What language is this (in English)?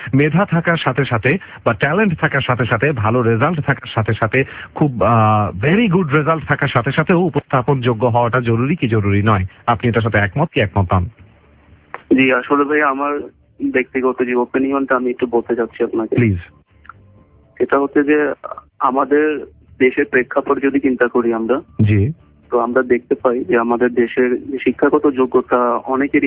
Bangla